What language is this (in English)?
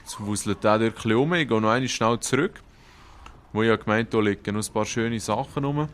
Swiss German